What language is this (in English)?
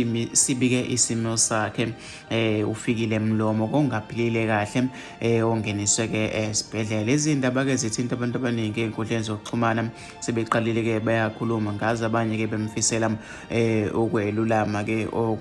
Zulu